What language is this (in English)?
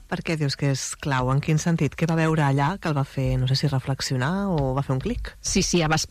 Catalan